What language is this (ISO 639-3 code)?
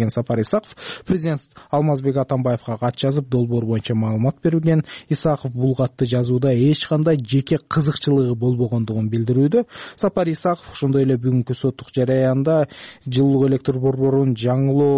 kir